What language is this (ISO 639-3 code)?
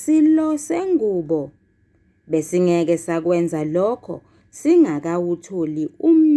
zul